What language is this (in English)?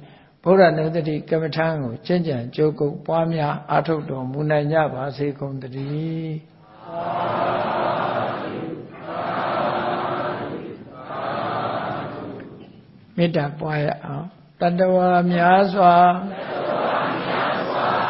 Burmese